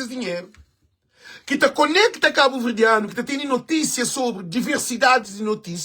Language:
Kabuverdianu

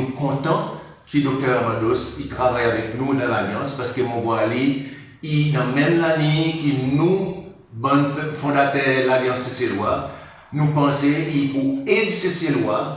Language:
Seselwa Creole French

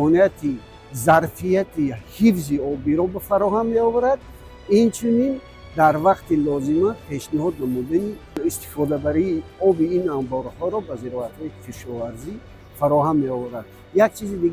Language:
Tajik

